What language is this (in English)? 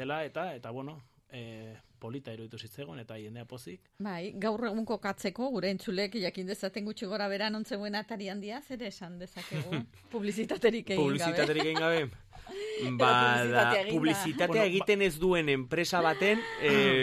Basque